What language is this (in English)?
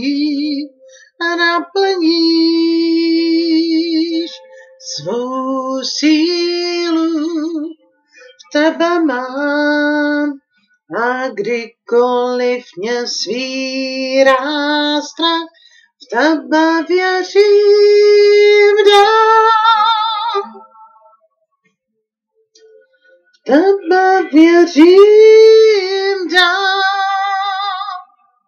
Czech